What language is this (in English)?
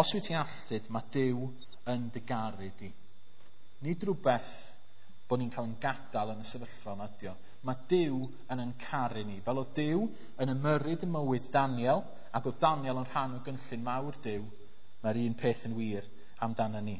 Welsh